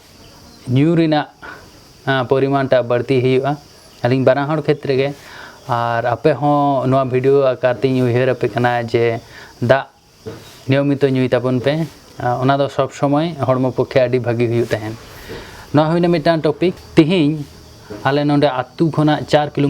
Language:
Santali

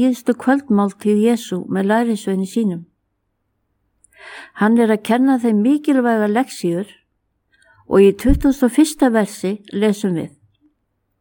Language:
Icelandic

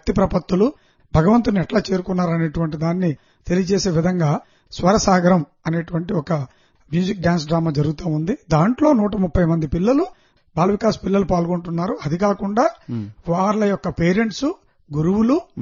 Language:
Telugu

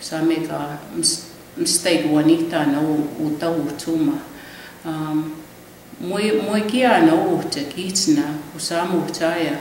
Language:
Plains Cree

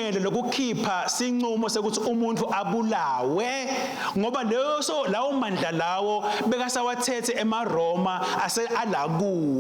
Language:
Swati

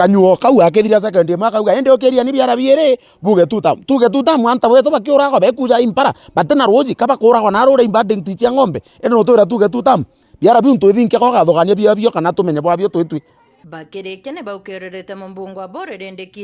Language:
Meru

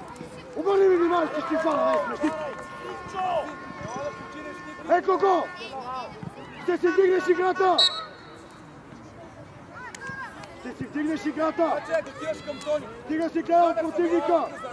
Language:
Bulgarian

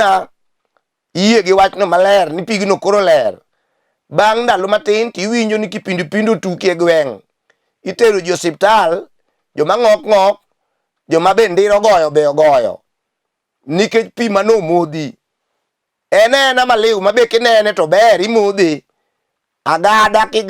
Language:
Luo (Kenya and Tanzania)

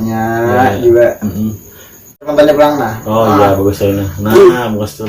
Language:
Banjar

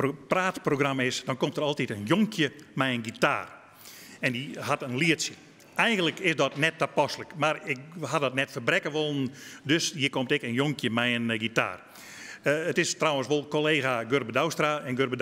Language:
Western Frisian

